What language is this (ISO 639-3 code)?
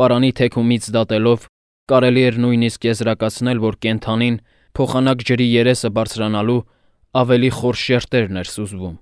hye